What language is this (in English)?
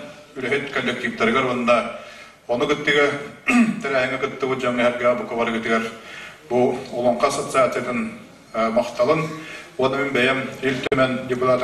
Yakut